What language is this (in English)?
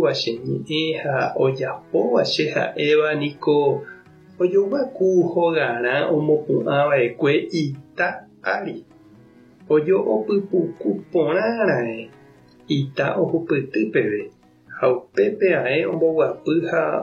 Guarani